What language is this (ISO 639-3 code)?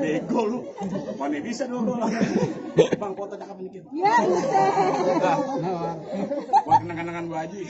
bew